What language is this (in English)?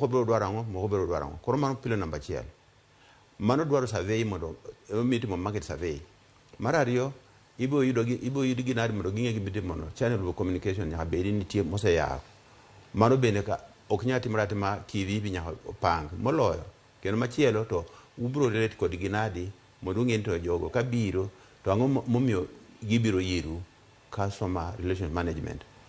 Luo (Kenya and Tanzania)